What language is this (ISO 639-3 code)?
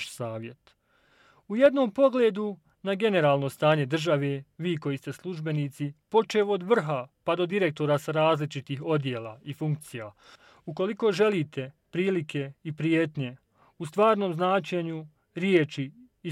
bos